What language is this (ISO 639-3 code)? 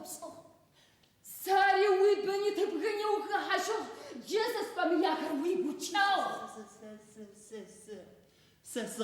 ady